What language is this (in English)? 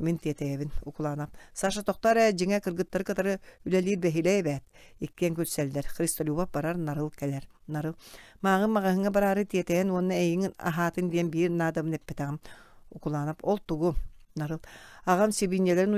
Yakut